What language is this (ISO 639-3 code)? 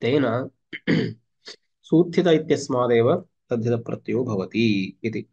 san